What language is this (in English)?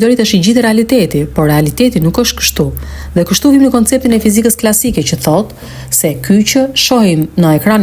Albanian